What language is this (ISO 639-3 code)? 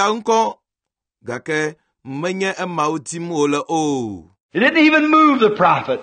ewe